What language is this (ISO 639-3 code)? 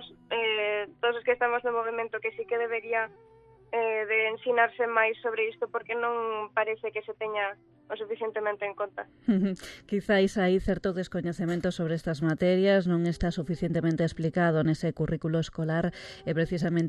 glg